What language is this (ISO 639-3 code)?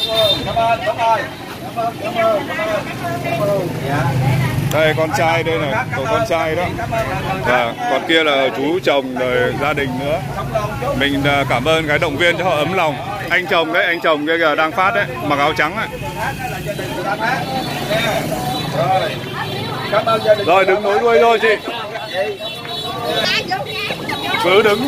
vie